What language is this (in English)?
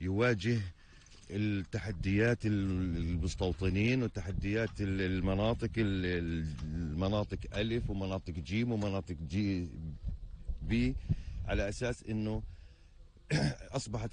North Levantine Arabic